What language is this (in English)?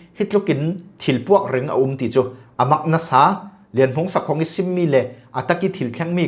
Falam Chin